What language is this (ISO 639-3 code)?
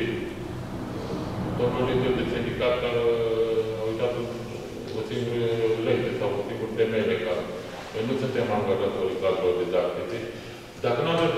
ron